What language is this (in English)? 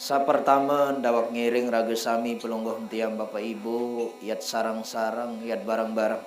Sasak